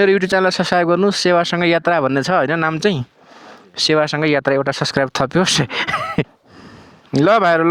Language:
Nepali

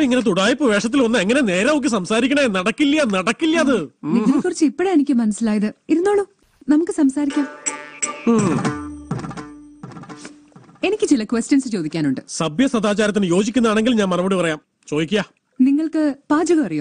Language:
Malayalam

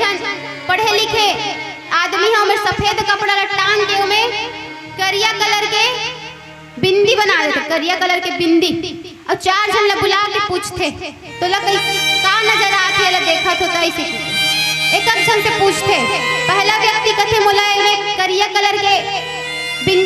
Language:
Chhattisgarhi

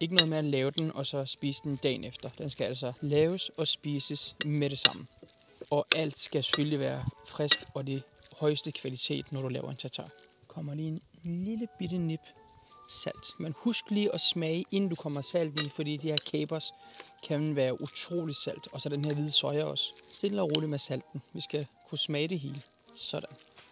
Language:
Danish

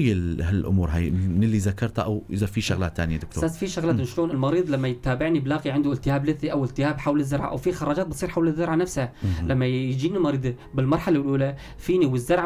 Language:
North Levantine Arabic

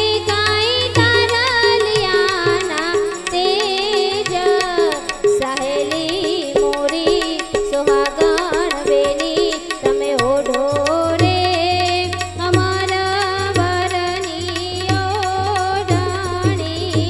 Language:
Gujarati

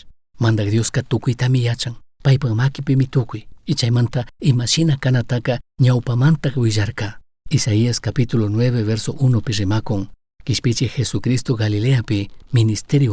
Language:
Chimborazo Highland Quichua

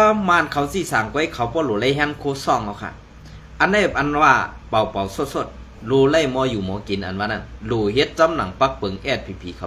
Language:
Shan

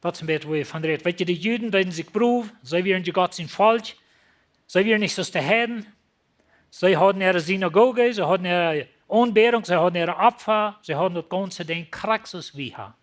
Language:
Plautdietsch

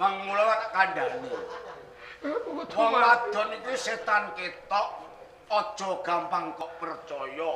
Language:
Javanese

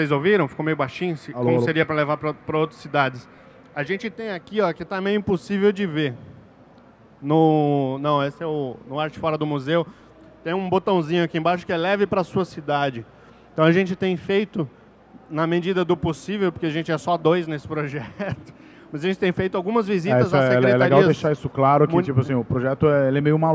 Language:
Portuguese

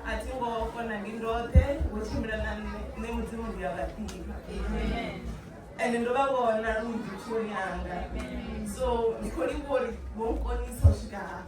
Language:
Venda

